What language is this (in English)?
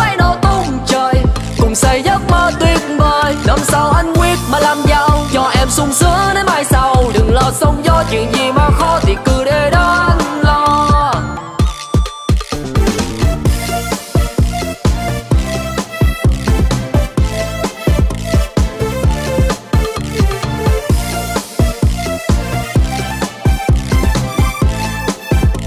Vietnamese